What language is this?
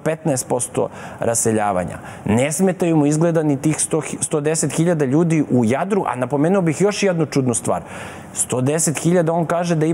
Serbian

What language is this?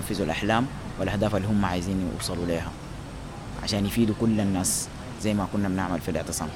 Sudanese Arabic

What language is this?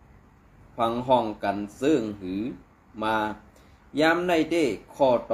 Shan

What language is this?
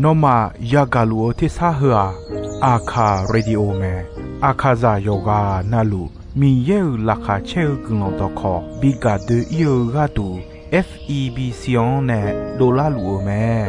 Akha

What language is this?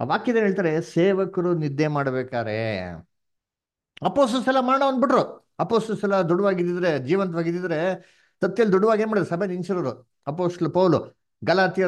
Kannada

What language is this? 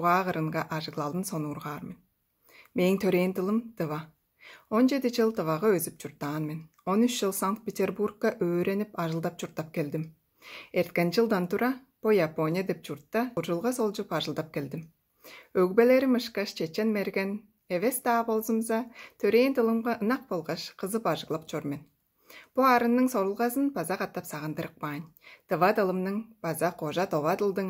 Tuvinian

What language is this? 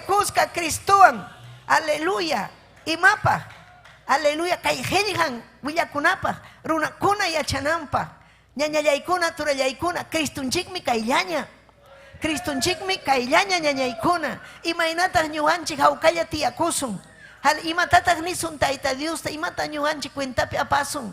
Ayacucho Quechua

